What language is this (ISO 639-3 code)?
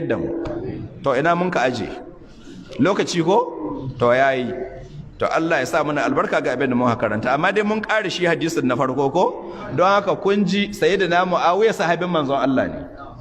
hau